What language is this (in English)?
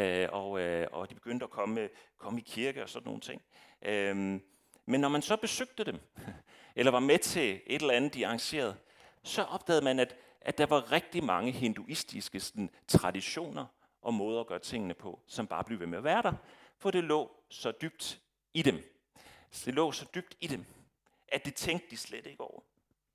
Danish